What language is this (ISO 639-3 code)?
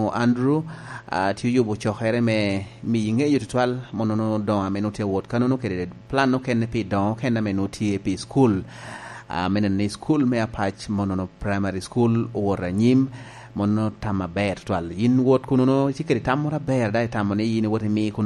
laj